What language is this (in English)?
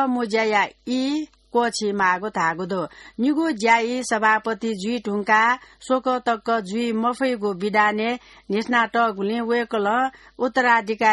Newari